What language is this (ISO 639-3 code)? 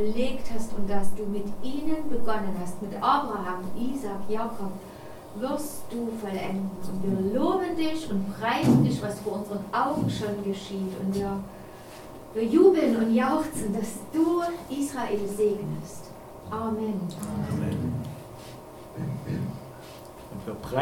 deu